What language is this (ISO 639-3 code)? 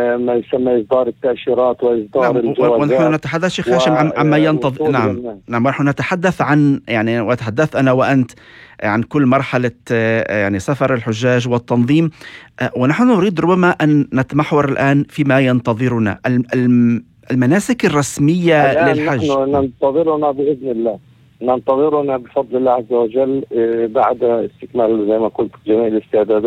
apc